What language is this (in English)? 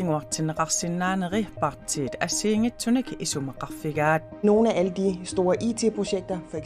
Kalaallisut